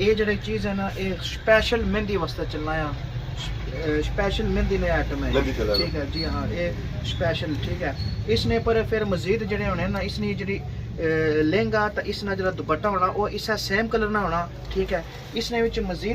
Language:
Pahari-Potwari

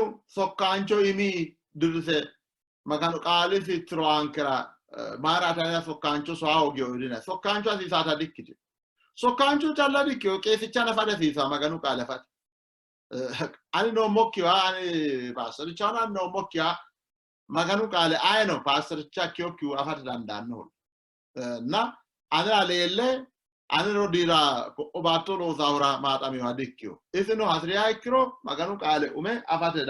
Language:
Sidamo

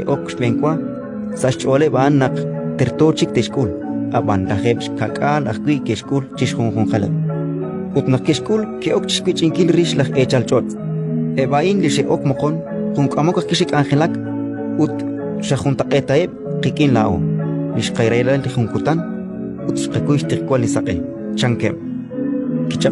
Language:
Kekchí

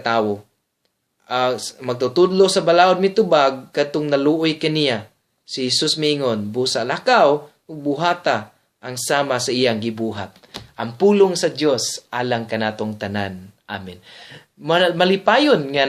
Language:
Cebuano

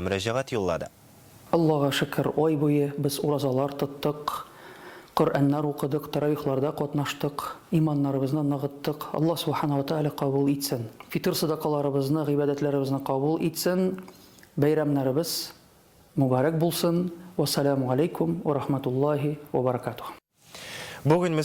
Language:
Tatar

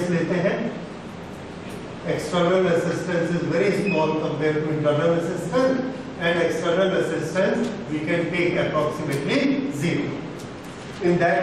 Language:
Hindi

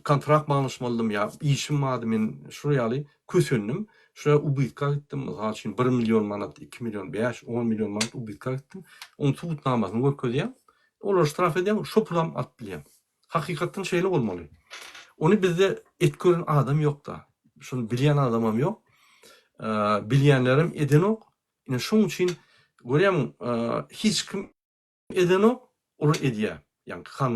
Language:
Turkmen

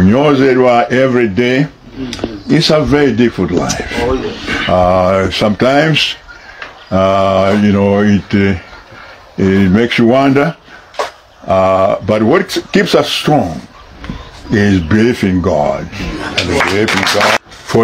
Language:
Nyanja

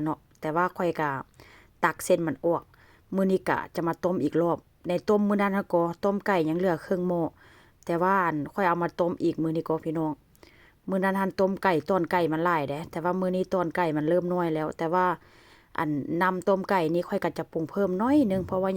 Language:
Northeastern Thai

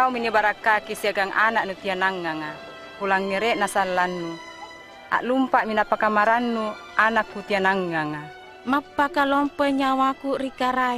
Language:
Makasar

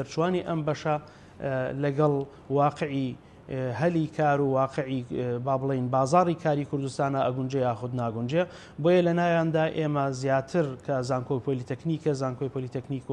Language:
Central Kurdish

